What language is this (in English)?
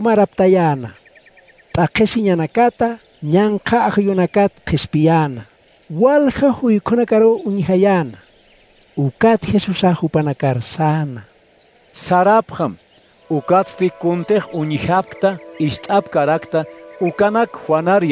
Aymara